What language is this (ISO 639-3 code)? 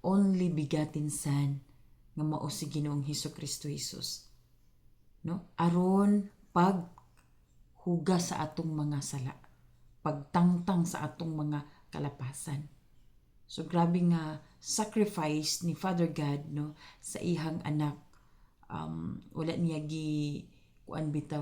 ceb